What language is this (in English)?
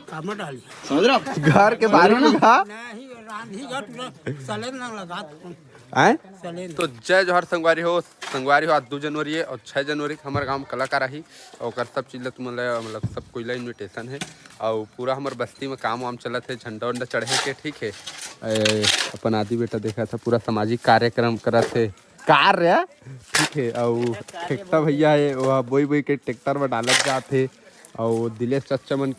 Chhattisgarhi